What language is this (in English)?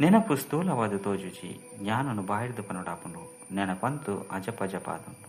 Tulu